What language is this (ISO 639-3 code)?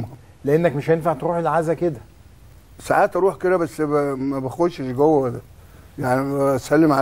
arz